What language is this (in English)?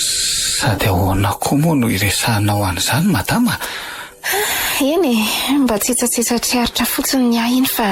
Malagasy